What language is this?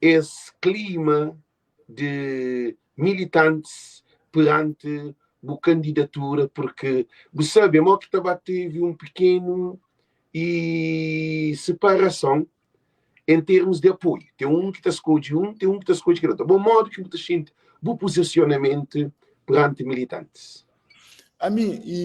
Kabuverdianu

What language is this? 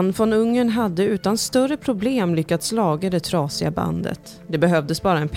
Swedish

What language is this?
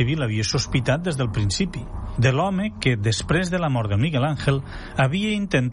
Catalan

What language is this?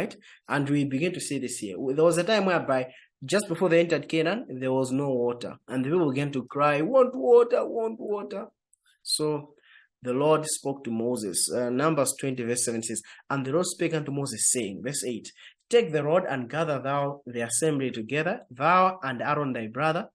English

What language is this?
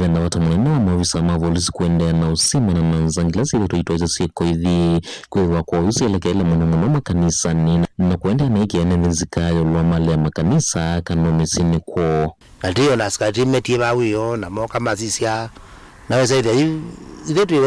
Kamba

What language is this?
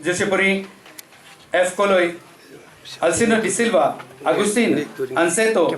Konkani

